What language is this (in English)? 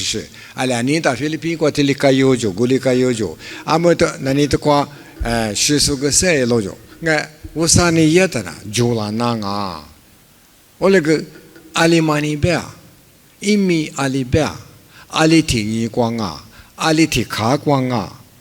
Lisu